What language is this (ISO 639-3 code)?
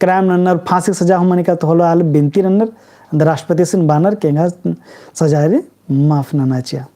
kru